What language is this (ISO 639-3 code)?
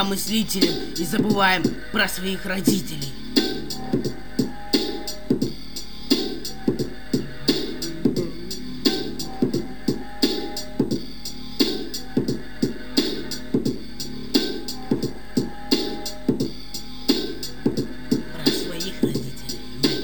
rus